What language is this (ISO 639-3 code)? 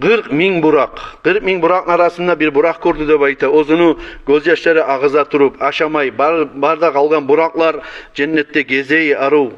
kum